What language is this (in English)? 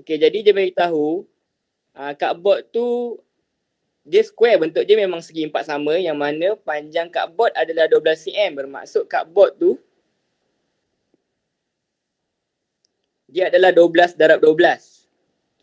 Malay